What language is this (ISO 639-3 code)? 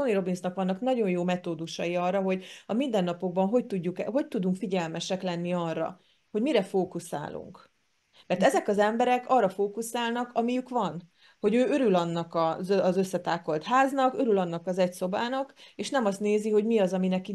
hun